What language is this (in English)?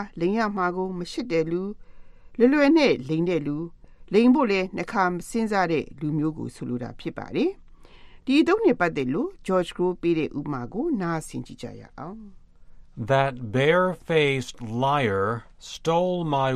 Burmese